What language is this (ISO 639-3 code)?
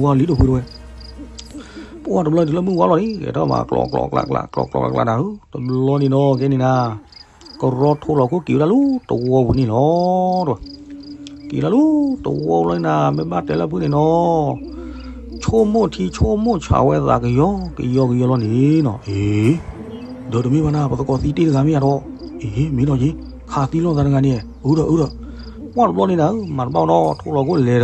ksw